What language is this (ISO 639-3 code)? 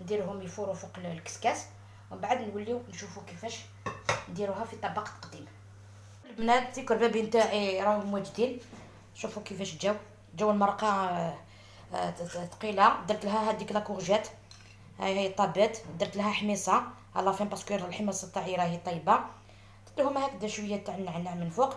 arq